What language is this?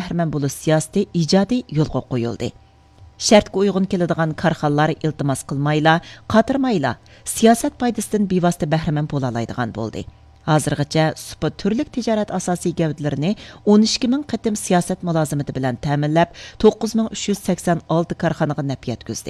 Uyghur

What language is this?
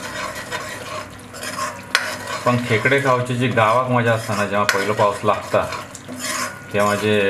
Marathi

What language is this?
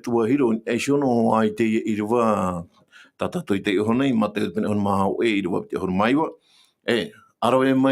Tahitian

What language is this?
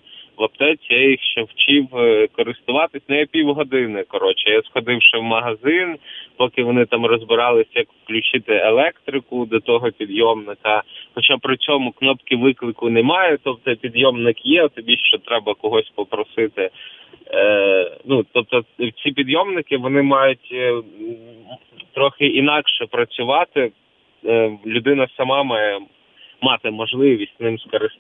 Ukrainian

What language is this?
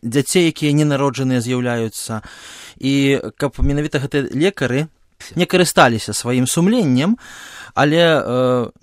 Belarusian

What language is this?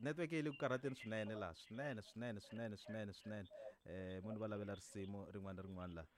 Tsonga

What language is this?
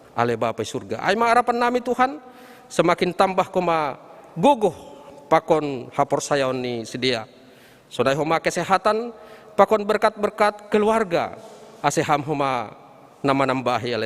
Batak Simalungun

